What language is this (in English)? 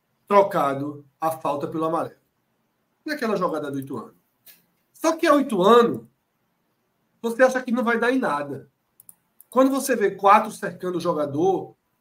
Portuguese